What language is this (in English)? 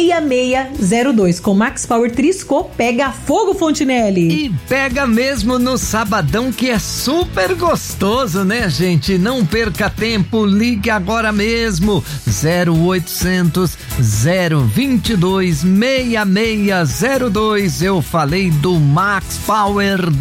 Portuguese